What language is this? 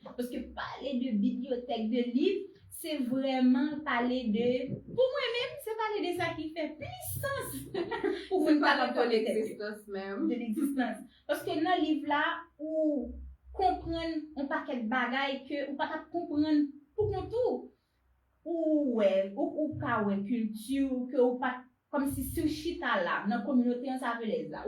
Haitian Creole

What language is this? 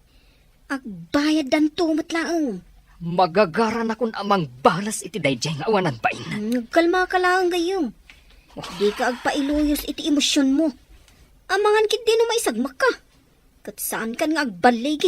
Iloko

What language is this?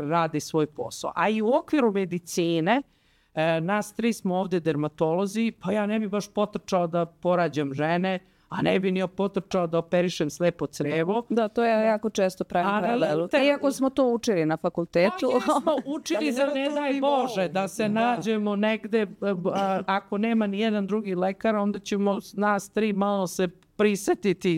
Serbian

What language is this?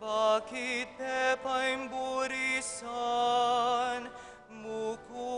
Pampanga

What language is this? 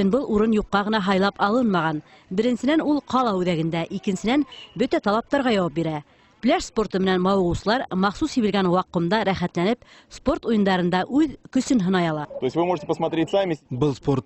Bashkir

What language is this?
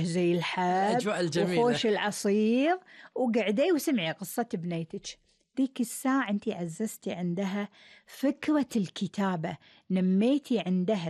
Gulf Arabic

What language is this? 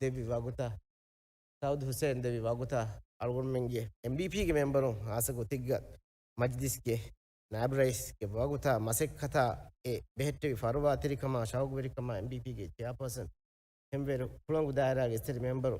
Divehi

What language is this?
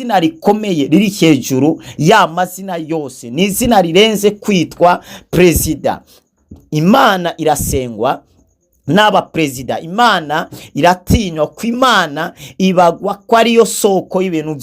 Rundi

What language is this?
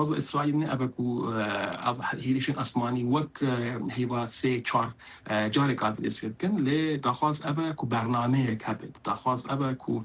Kurdish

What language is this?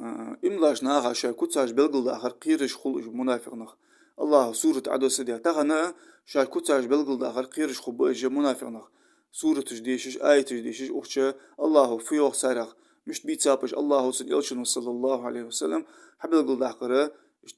Ingush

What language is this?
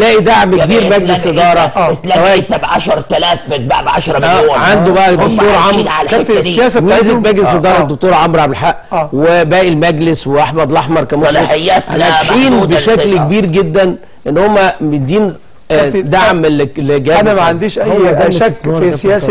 Egyptian Arabic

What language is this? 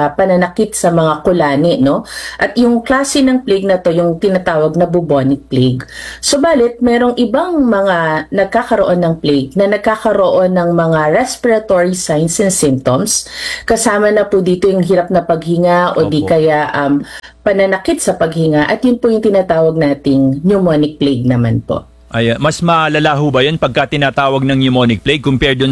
Filipino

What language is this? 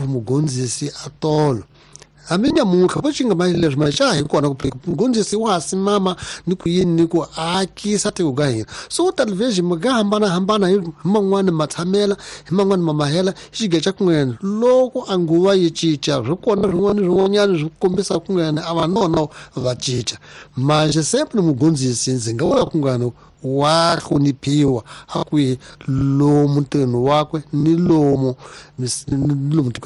Tsonga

